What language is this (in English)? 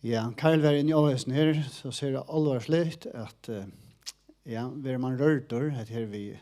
Faroese